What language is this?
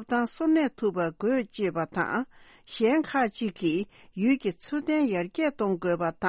Tibetan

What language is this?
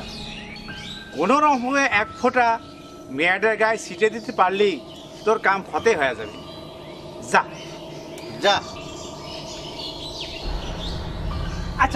Bangla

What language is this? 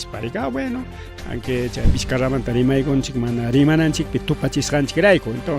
Ayacucho Quechua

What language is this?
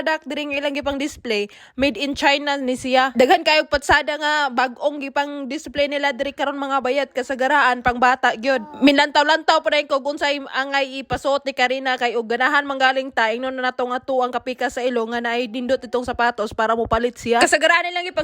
Cebuano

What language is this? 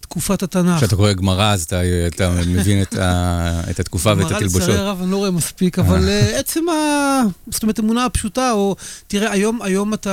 Hebrew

